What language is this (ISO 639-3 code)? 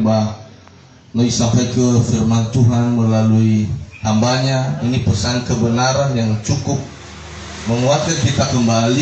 nia